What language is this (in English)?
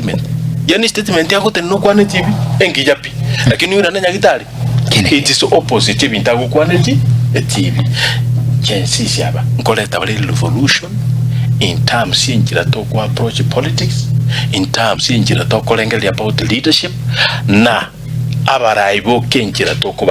Gusii